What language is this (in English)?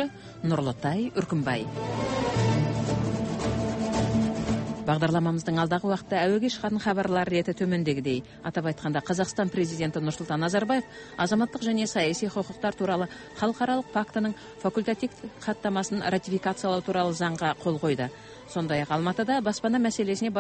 Kazakh